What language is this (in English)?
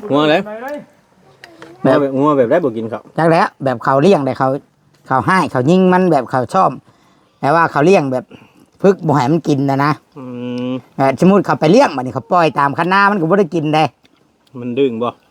Northeastern Thai